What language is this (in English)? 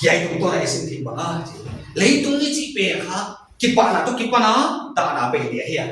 Paite Chin